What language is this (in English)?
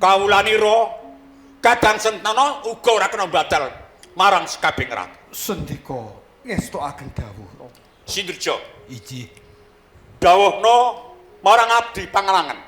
Javanese